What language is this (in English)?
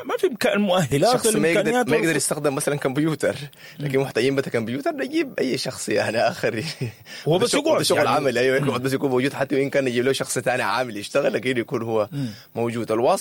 Sudanese Arabic